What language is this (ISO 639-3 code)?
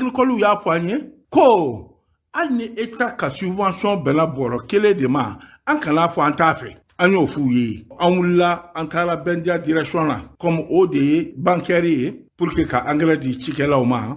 bam